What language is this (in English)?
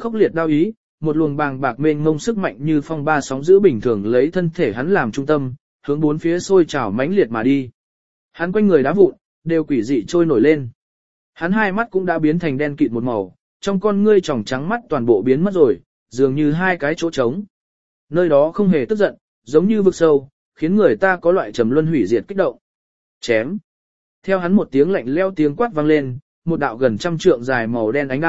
Vietnamese